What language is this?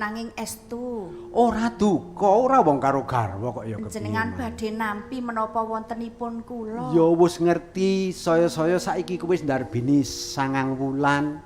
Javanese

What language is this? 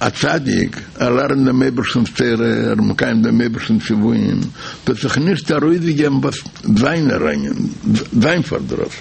Yiddish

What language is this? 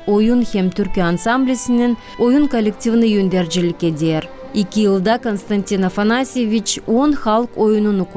Gagauz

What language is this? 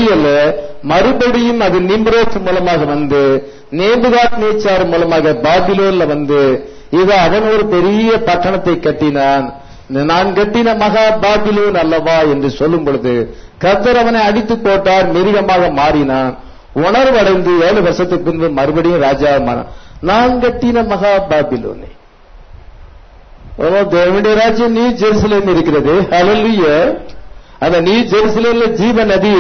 Tamil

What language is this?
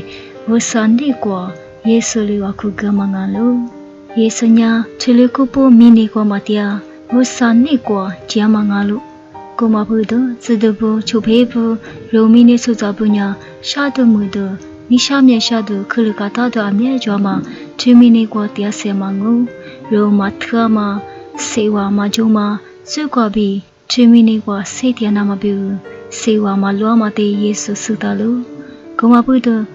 Lisu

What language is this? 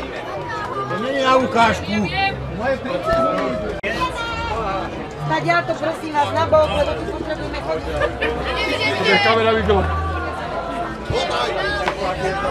Slovak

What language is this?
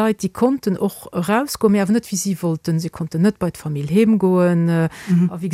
Luxembourgish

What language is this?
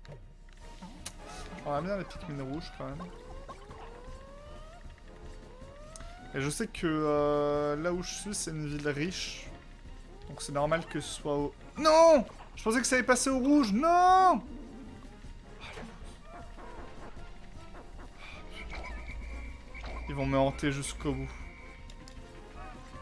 French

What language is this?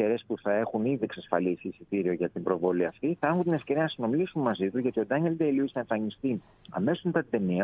Greek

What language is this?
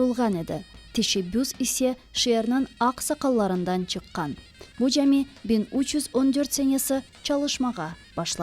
Crimean Tatar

